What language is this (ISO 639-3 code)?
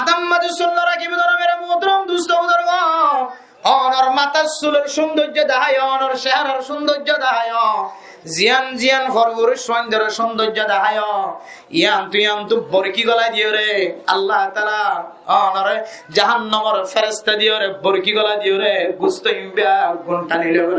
rhg